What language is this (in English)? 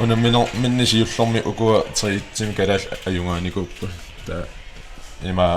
Kalaallisut